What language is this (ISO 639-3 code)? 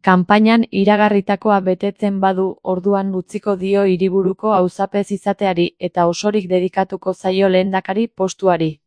eus